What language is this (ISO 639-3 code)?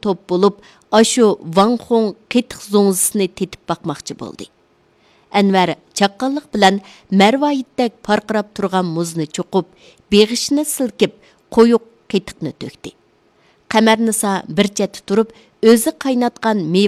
uig